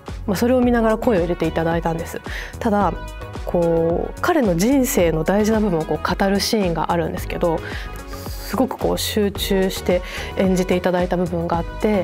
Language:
Japanese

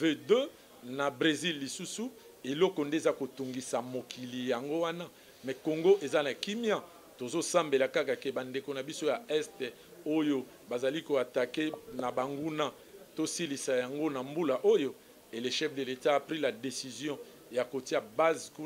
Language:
Lingala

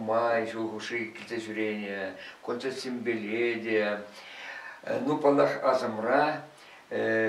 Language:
Chuvash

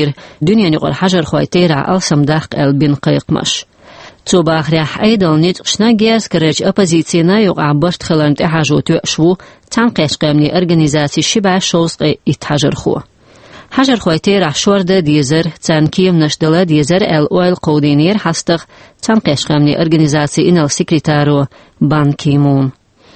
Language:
Chechen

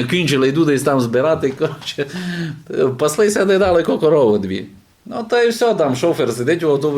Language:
Rusyn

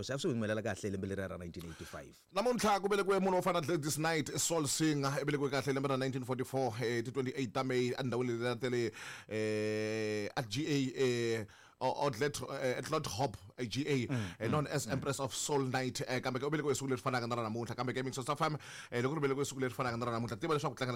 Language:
Tsonga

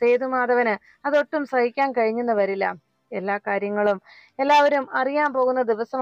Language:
Malayalam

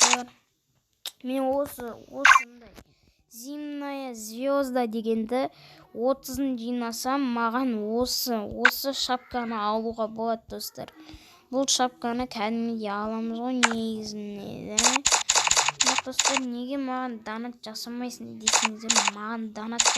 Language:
Kazakh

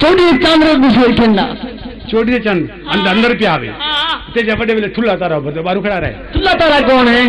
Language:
Saraiki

